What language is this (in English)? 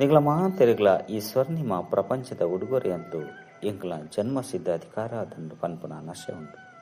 Tulu